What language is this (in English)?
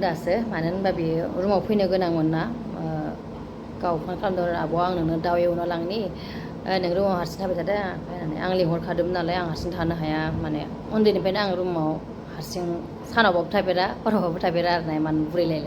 Bodo